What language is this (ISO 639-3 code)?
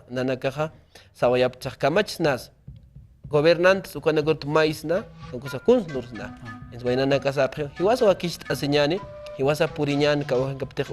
aym